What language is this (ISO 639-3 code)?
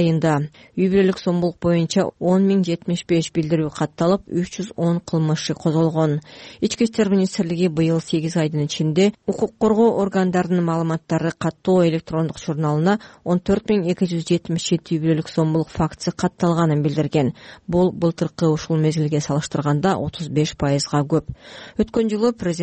kir